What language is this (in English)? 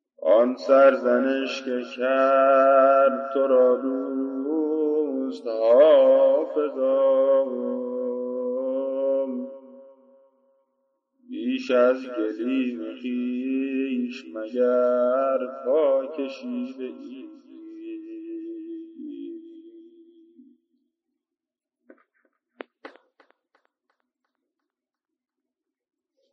Persian